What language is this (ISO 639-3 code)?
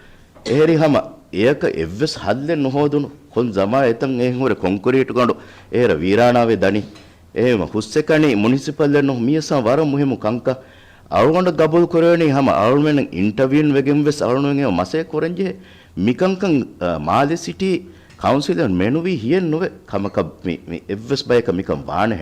div